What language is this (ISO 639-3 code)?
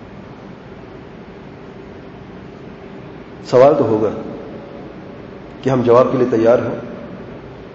urd